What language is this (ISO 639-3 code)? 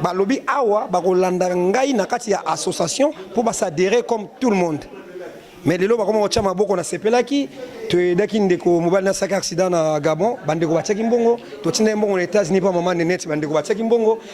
lin